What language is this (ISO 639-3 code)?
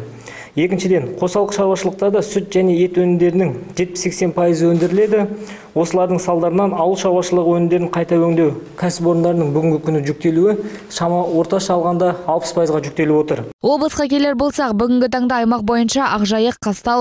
kaz